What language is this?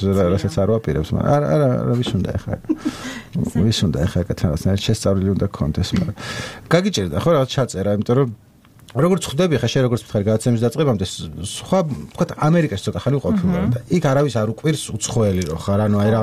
Georgian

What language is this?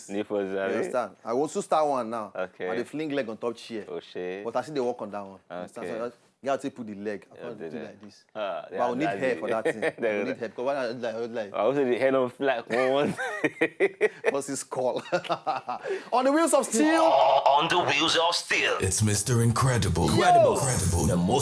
Nigerian Pidgin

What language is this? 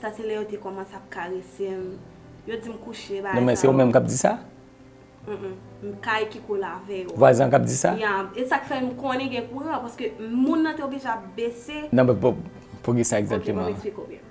Haitian Creole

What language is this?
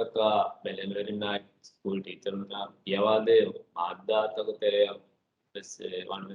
Divehi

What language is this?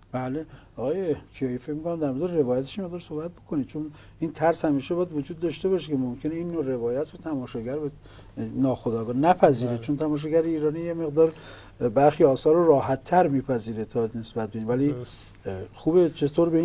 Persian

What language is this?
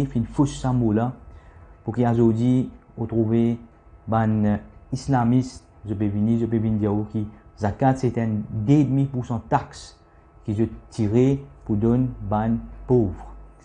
Morisyen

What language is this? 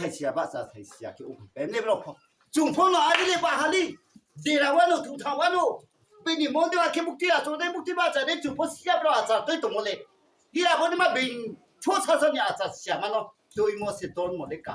Riang (India)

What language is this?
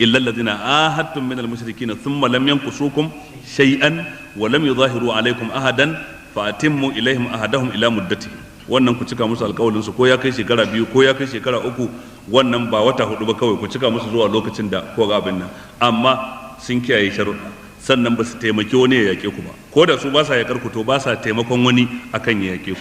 Hausa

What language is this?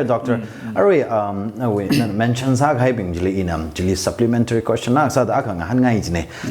Tangkhul Naga (India)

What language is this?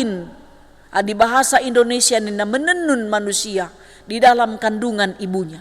Batak Karo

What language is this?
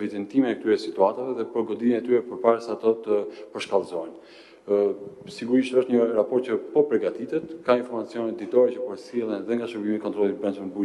Albanian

